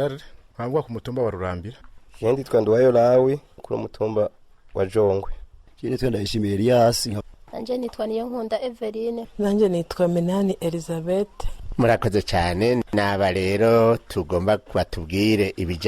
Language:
Rundi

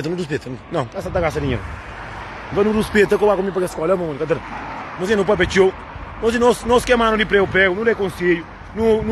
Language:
Kabuverdianu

